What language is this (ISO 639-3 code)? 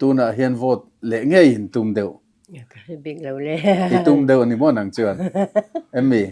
lus